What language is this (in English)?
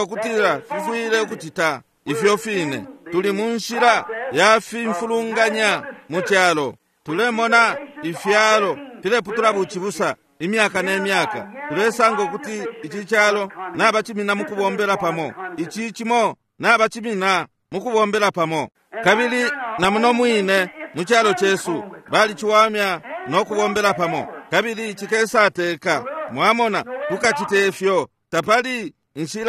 Bemba